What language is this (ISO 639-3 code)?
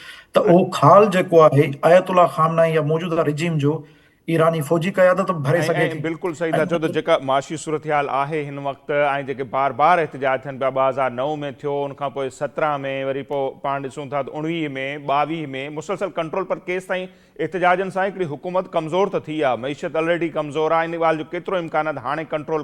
snd